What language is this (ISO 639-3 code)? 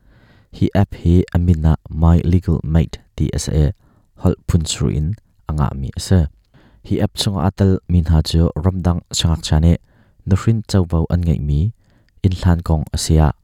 cnh